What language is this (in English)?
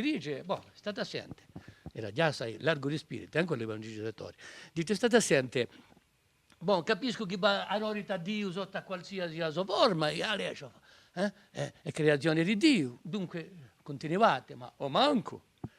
Corsican